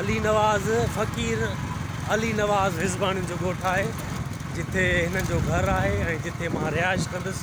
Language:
Sindhi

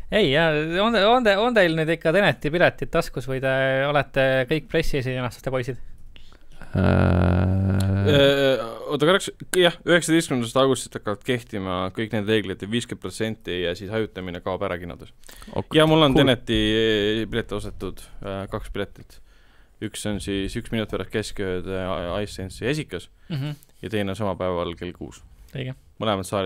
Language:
Estonian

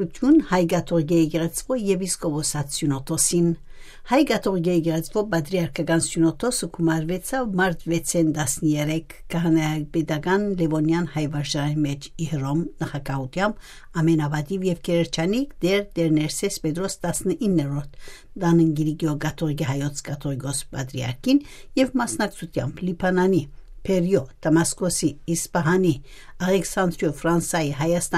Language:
Armenian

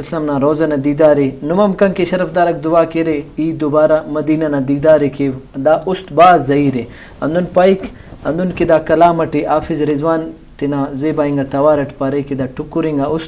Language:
Brahui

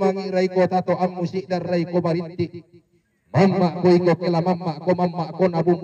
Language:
Toraja-Sa'dan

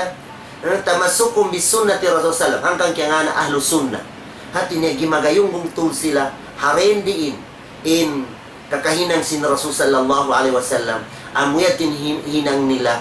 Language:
Tausug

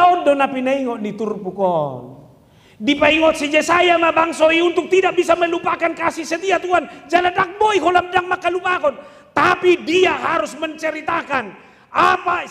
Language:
Batak Toba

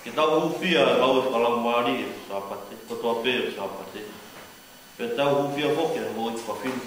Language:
Tongan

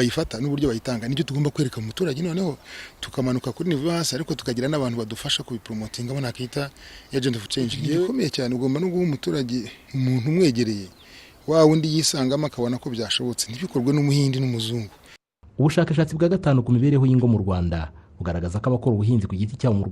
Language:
Kinyarwanda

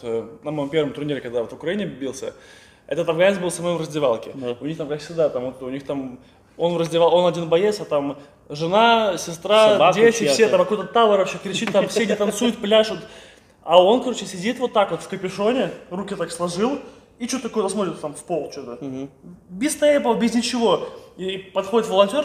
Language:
Russian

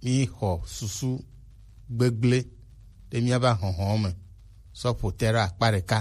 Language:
Gen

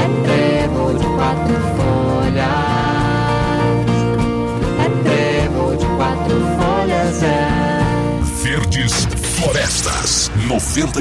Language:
Portuguese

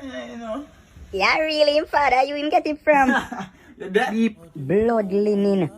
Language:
Jamaican Creole English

